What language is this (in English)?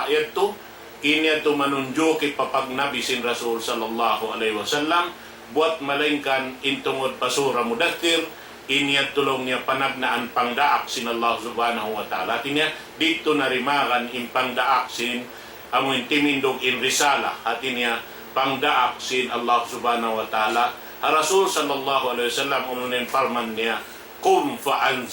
Tausug